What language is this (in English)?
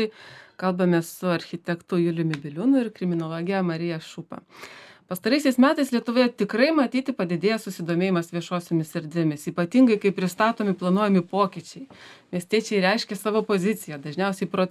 Lithuanian